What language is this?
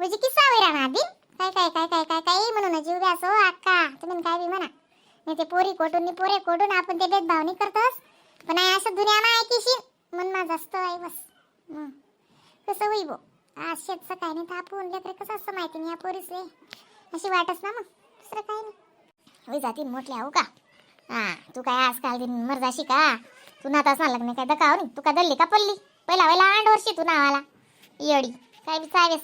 Khandesi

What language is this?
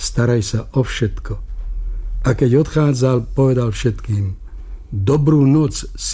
Slovak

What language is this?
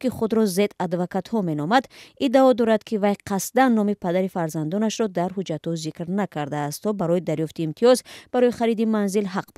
Tajik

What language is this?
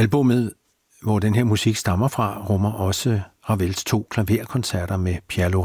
Danish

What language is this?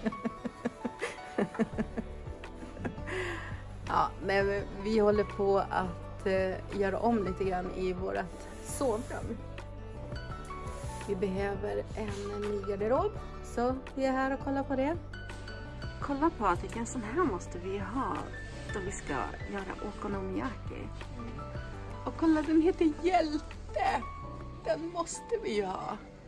Swedish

